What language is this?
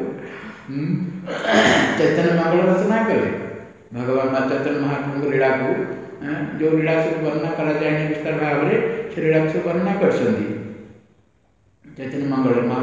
Odia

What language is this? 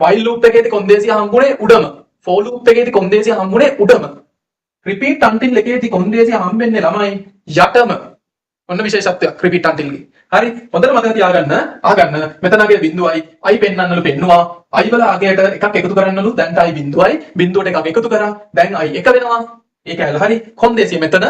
Sinhala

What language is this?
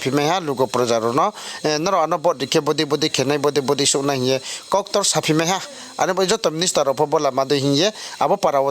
Riang (India)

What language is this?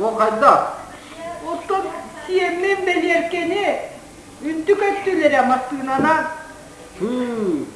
Yakut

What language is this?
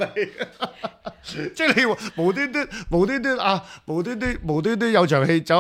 Cantonese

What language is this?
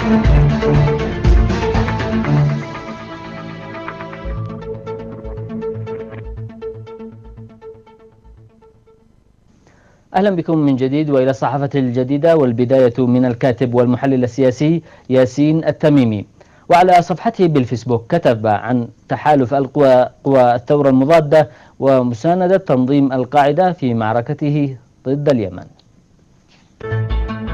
Arabic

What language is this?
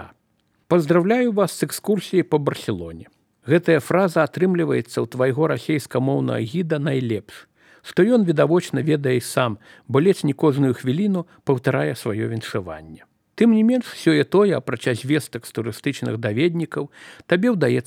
Belarusian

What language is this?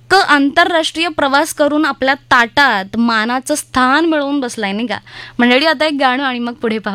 Marathi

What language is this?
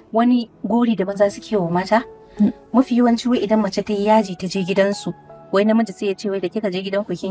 Hausa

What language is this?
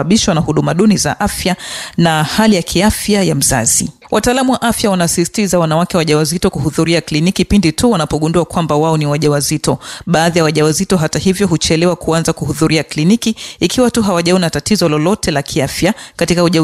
Swahili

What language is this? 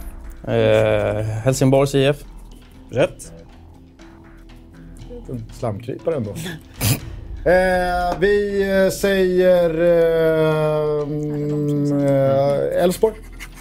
Swedish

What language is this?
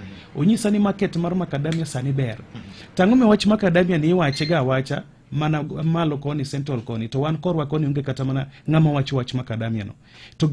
Luo (Kenya and Tanzania)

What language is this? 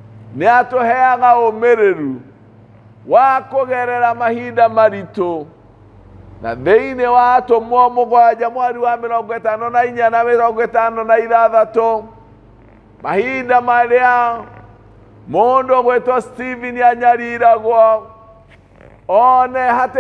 Kikuyu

